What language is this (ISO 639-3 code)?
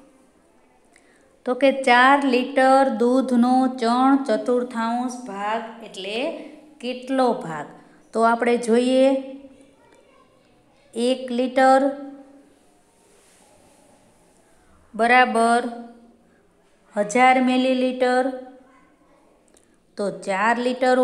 guj